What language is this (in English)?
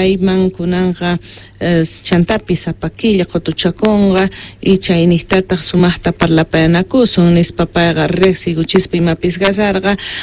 South Bolivian Quechua